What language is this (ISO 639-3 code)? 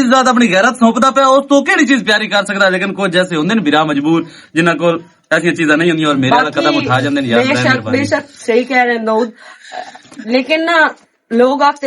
lah